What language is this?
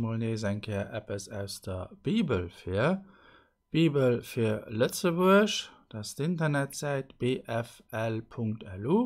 Luxembourgish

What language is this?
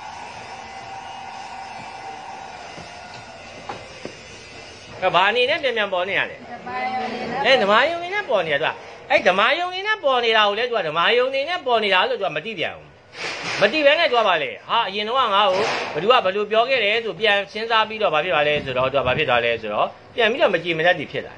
Burmese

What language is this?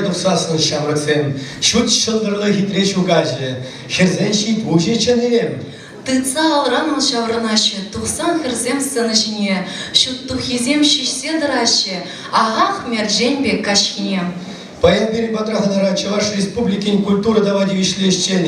Chuvash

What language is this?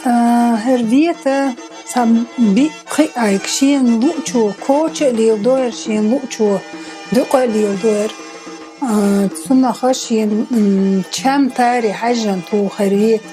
Chechen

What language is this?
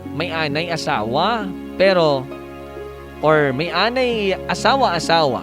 Hiligaynon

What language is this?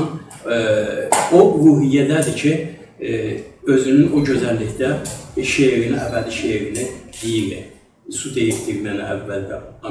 South Azerbaijani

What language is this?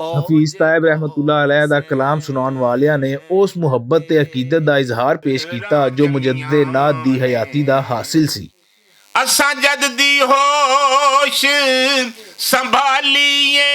Western Panjabi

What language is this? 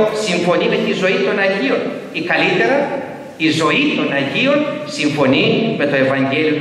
Greek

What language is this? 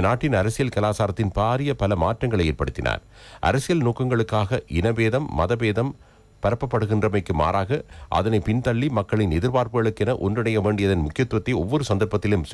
Tamil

